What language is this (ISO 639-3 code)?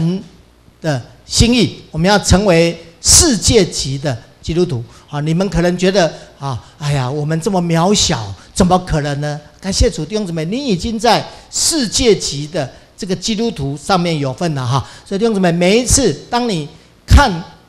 zho